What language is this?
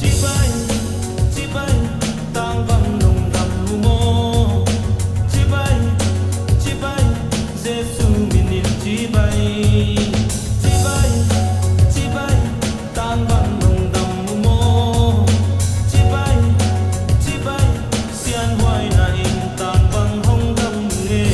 Paite Chin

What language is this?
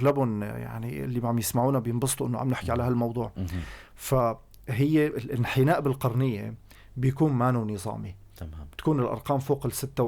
North Levantine Arabic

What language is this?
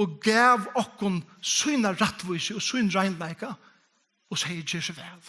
Faroese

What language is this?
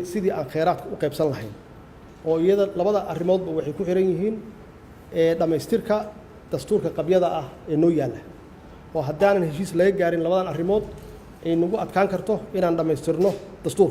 Somali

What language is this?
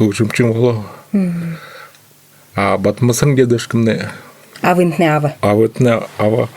Buriat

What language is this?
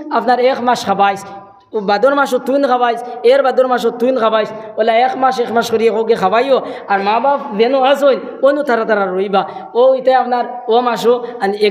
Sylheti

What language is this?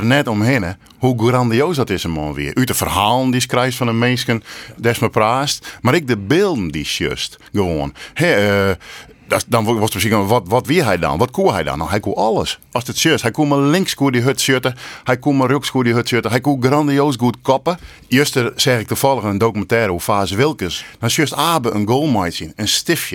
Western Frisian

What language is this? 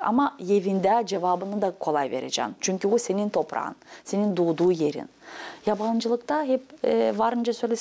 Gagauz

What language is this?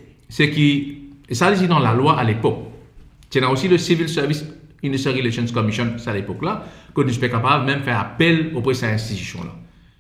Morisyen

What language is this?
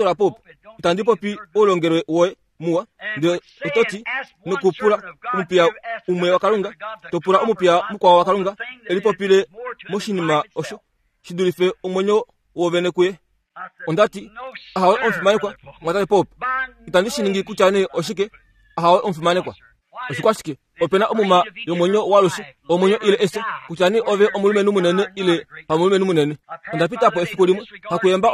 Kuanyama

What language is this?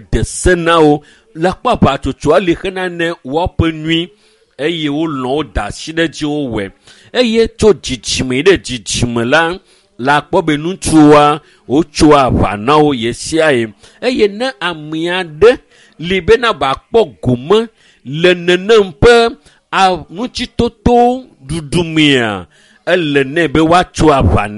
Ewe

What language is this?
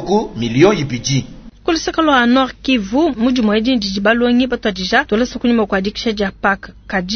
Luba-Lulua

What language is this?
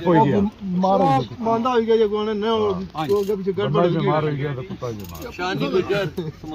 Pahari-Potwari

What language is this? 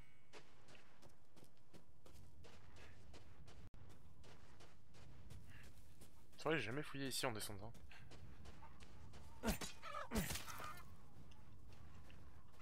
French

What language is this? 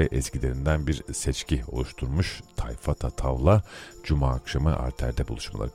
Turkish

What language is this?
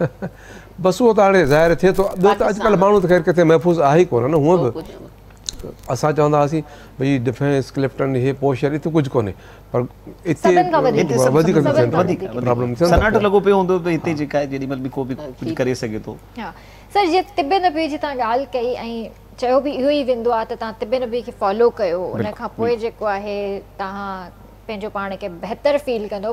Sindhi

